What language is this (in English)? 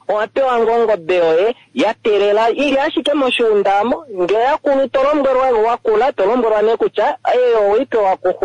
Kuanyama